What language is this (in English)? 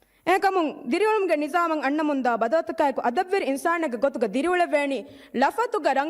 Divehi